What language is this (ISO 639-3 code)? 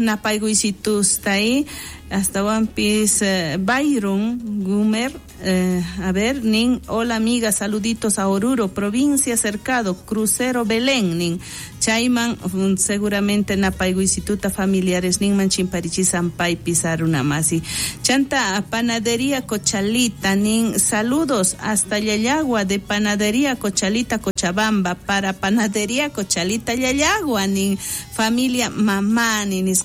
quh